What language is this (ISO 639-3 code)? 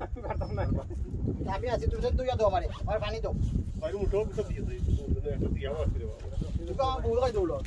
syl